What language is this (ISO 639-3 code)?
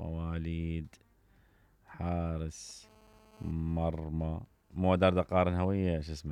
acm